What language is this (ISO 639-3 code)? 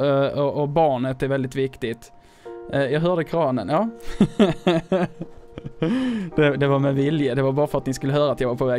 swe